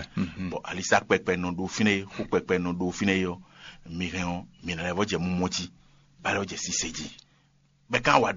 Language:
Fon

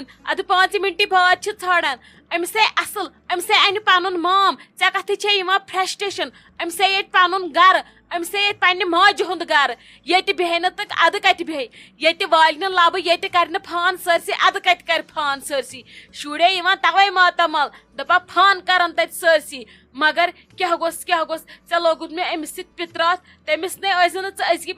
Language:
Kashmiri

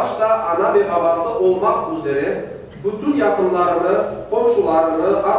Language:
Crimean Tatar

